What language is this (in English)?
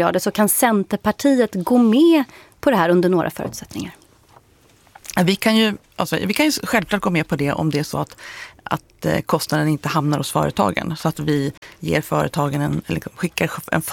Swedish